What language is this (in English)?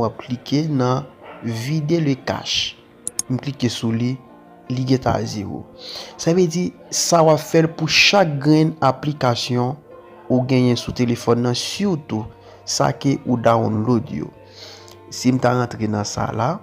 Haitian Creole